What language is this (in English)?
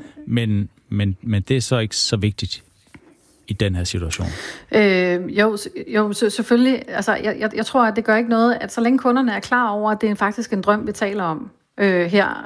Danish